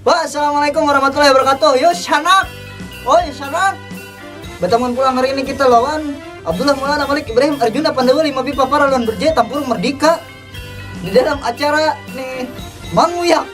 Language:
Banjar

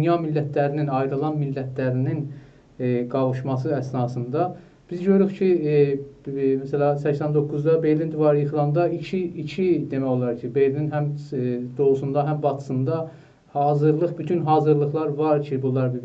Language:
South Azerbaijani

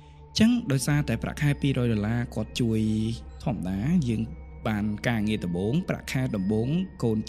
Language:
Khmer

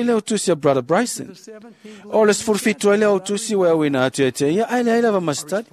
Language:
Samoan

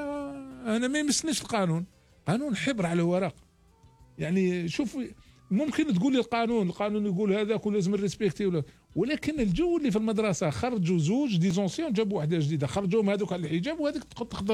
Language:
Algerian Arabic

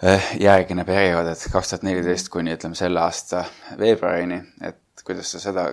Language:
Estonian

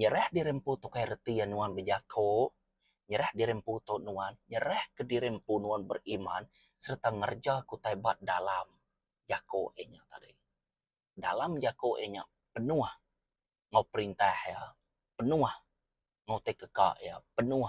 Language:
Iban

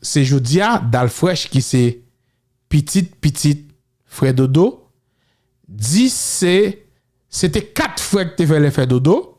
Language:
Haitian Creole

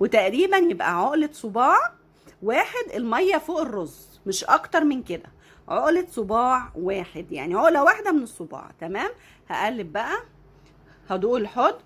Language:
Egyptian Arabic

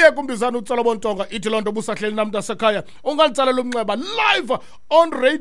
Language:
Xhosa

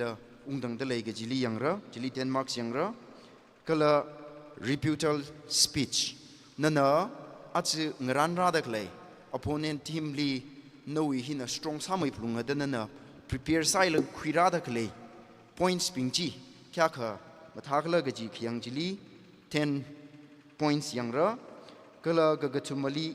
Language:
Tangkhul Naga (India)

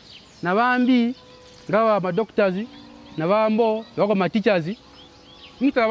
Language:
Bemba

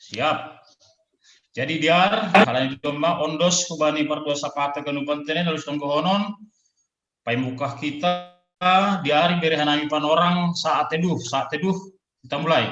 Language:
Batak Simalungun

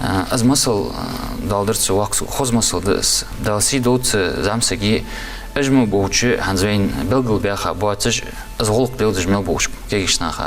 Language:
Ingush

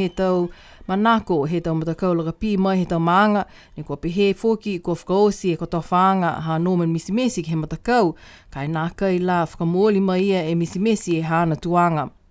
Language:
Niuean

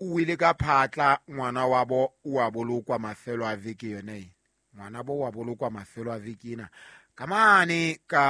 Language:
Southern Sotho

